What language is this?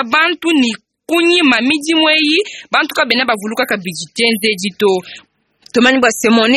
Luba-Lulua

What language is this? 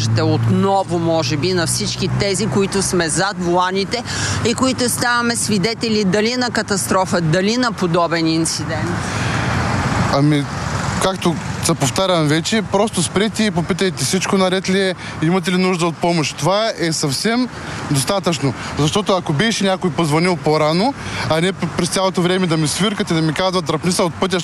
Bulgarian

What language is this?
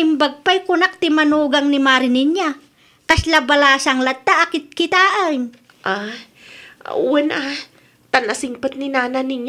Iloko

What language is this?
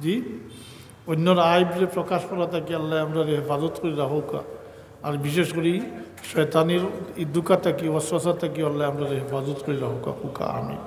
Sylheti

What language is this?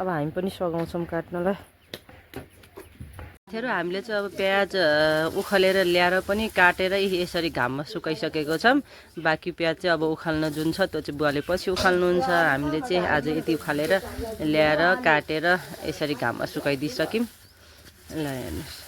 Nepali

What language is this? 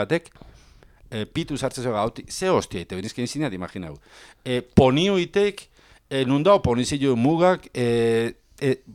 Basque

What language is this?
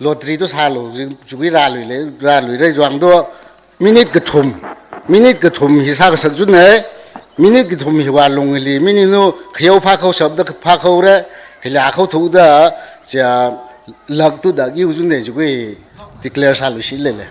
Tangkhul Naga (India)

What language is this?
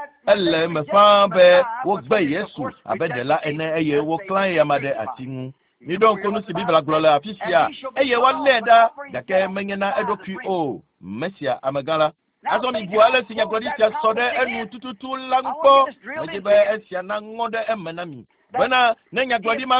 Ewe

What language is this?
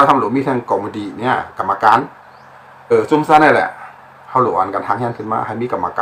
Shan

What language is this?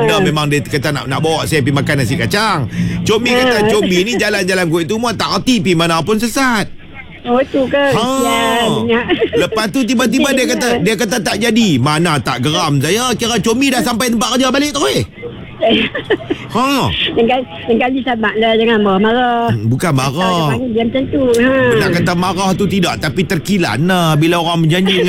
Malay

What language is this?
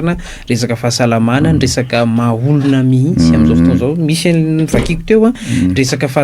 Malagasy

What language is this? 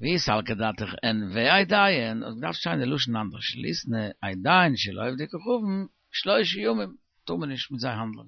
Yiddish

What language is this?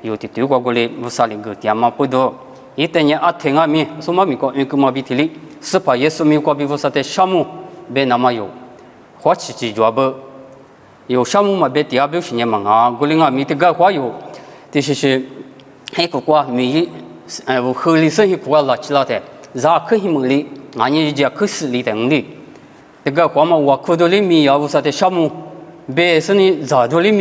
Lisu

